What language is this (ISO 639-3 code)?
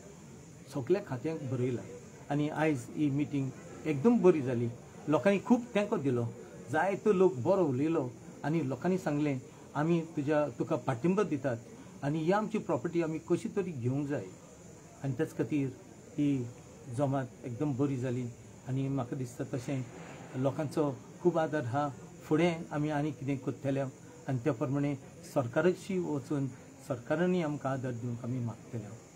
kok